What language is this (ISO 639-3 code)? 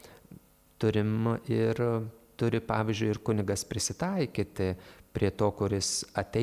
lit